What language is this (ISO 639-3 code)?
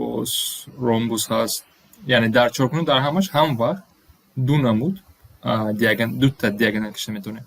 tgk